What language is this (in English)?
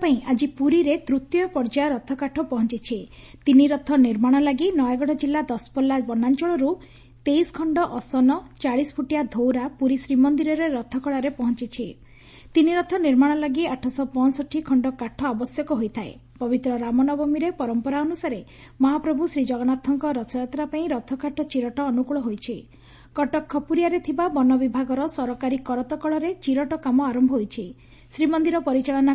Odia